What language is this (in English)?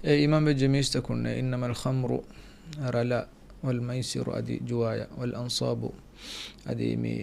Divehi